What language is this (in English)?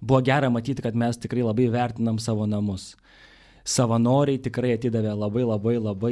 Lithuanian